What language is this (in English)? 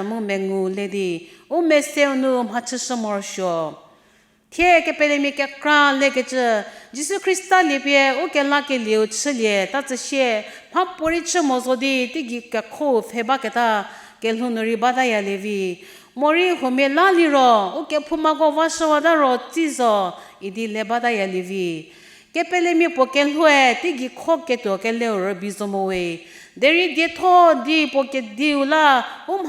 Angami Naga